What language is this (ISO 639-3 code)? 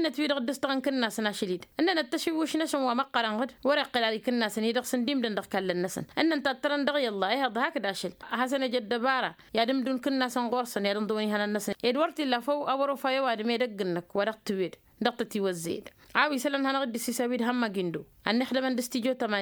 taq